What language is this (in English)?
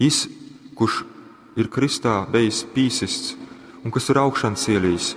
Latgalian